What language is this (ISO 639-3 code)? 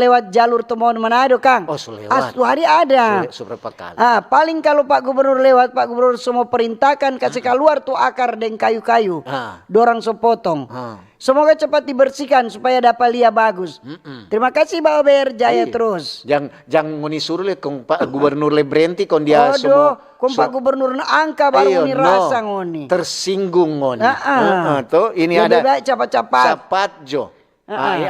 xmm